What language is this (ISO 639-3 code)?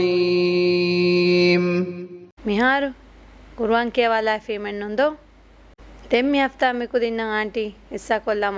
div